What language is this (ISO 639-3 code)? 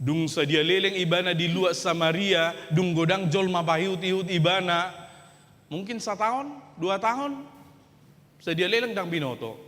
bbc